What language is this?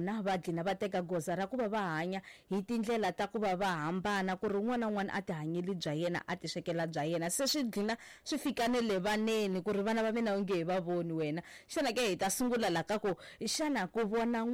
Tsonga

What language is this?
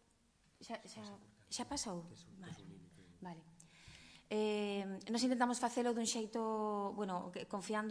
Galician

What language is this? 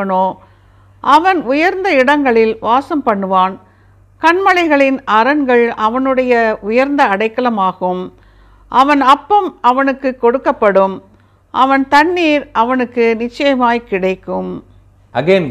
Tamil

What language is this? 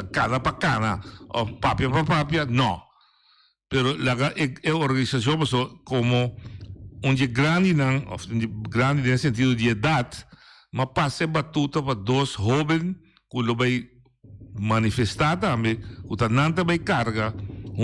Papiamento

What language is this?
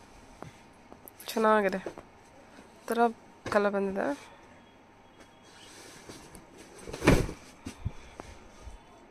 Kannada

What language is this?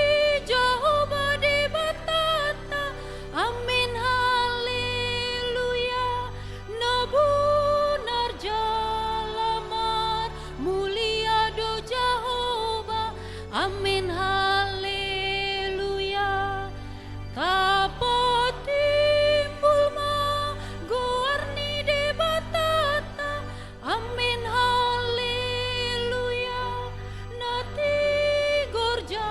Batak Toba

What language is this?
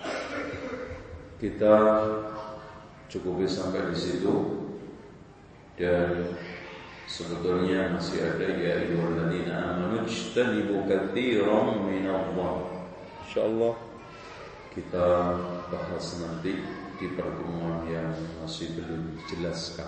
Indonesian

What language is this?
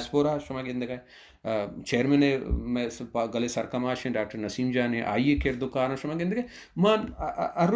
Baluchi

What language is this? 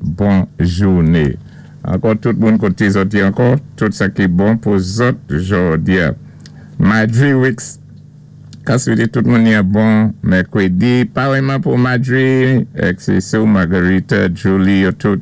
Saint Lucian Creole French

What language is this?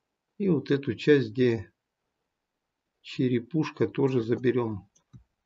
Russian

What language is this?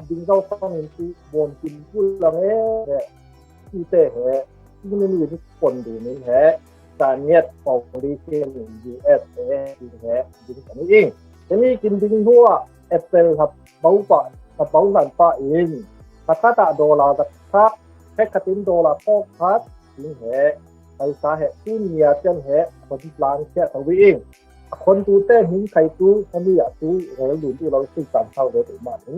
Falam Chin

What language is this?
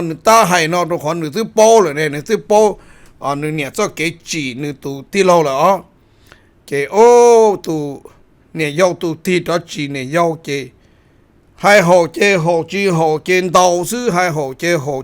Hmong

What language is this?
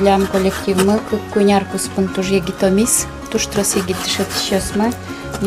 Udmurt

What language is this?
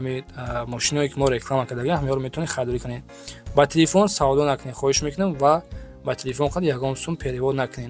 Tajik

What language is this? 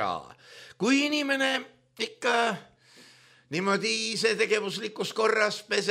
Estonian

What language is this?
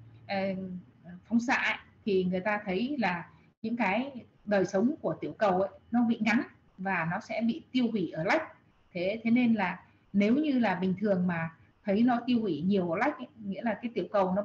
Vietnamese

